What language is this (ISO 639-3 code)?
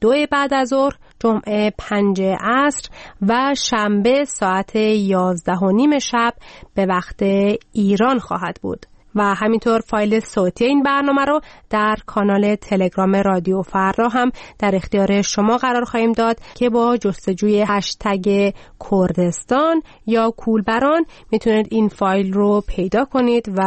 fas